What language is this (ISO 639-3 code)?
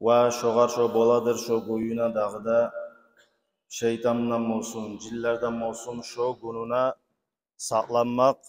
kum